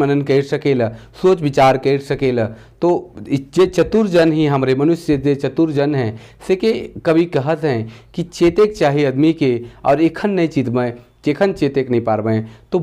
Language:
Sadri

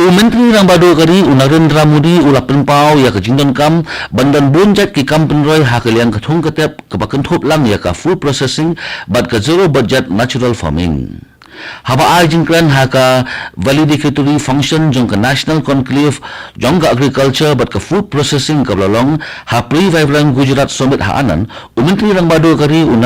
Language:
Khasi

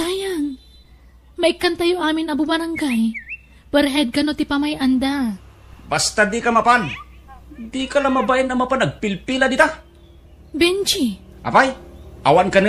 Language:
Iloko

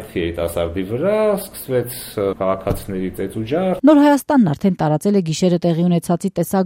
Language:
Armenian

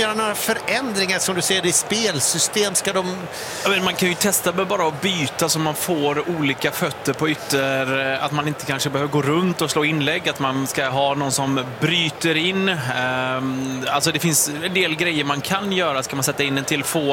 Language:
Swedish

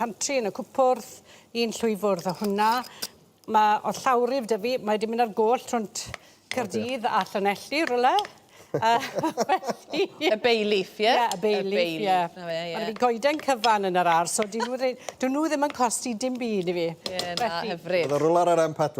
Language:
Welsh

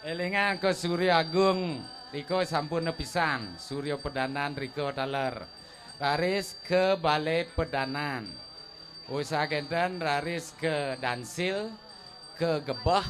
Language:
Balinese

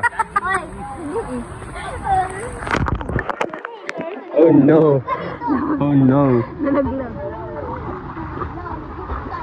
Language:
Filipino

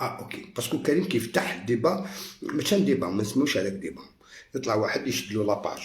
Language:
Algerian Arabic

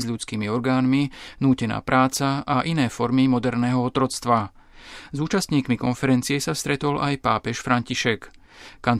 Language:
Slovak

